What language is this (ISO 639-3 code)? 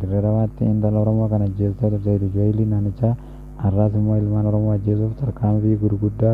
orm